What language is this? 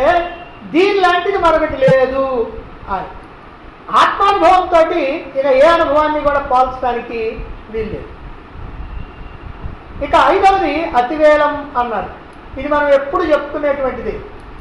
Telugu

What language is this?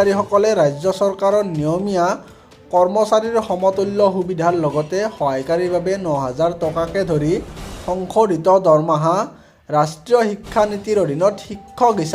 Assamese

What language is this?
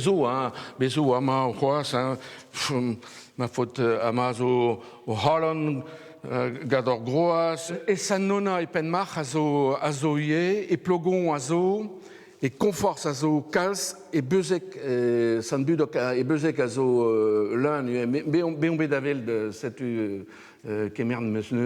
Breton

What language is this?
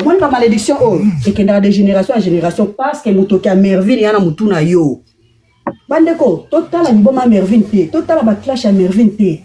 Lingala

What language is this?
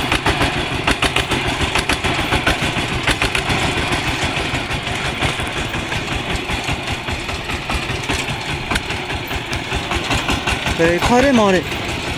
Lao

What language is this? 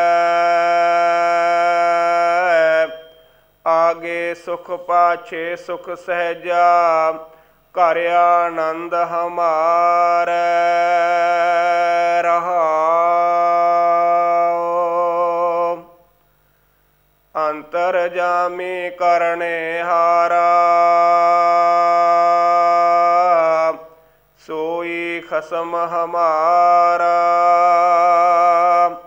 Punjabi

